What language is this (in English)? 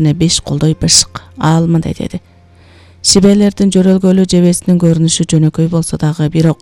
Kyrgyz